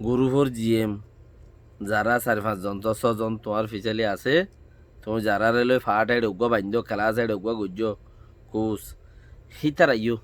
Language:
Rohingya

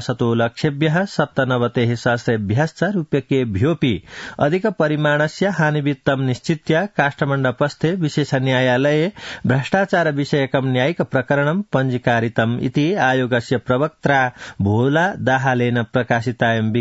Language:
Sanskrit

